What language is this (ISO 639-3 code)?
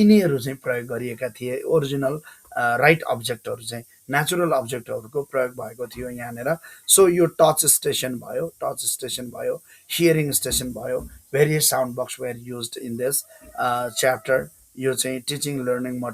nep